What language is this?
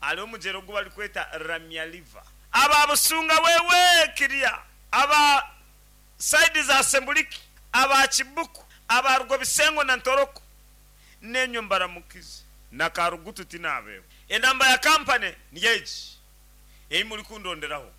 Nyankole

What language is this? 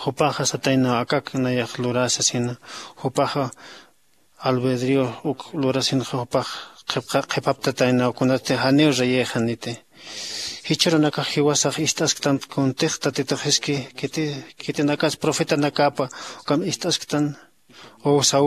Aymara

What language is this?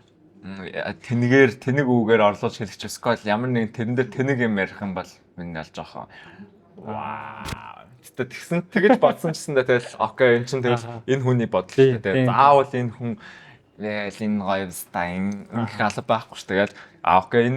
Mongolian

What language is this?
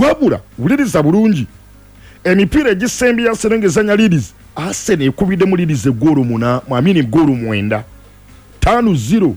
Ganda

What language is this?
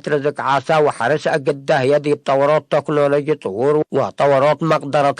Tigre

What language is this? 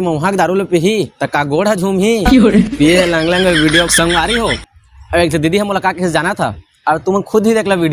Chhattisgarhi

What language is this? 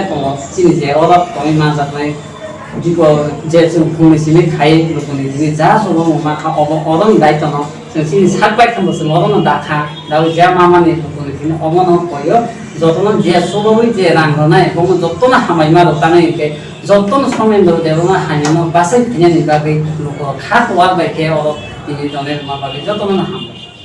Kok Borok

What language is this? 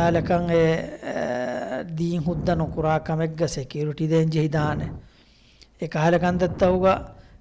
Divehi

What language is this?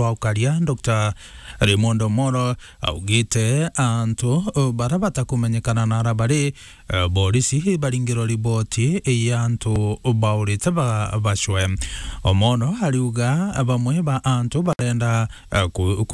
Meru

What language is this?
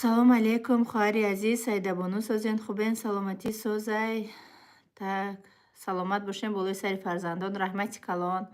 Tajik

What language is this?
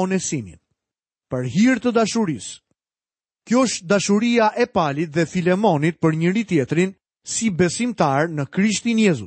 Albanian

